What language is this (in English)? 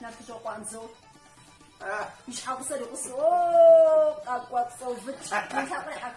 Kabardian